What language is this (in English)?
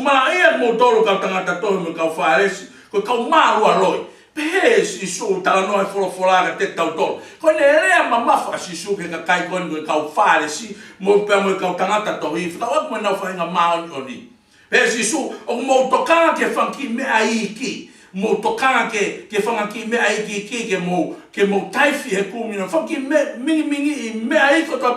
Tongan